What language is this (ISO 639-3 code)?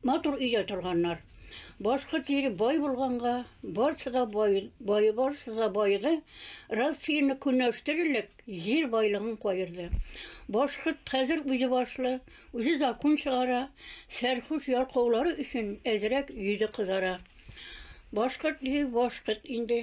bak